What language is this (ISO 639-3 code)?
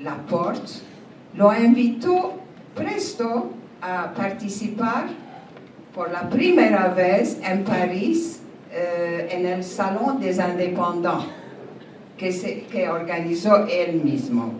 lad